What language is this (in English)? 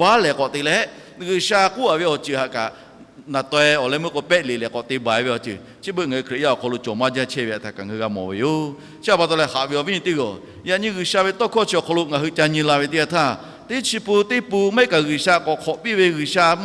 Lahu